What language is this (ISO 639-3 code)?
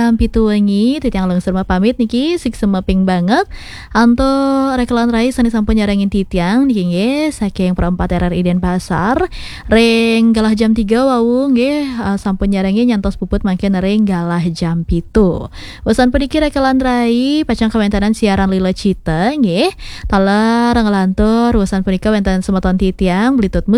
ban